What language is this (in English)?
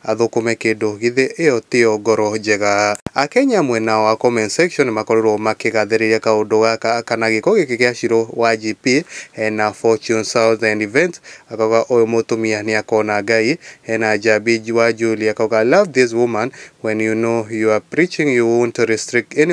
Kikuyu